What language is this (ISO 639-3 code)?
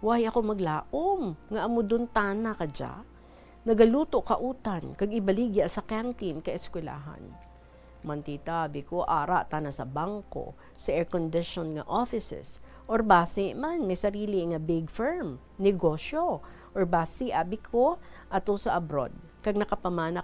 hil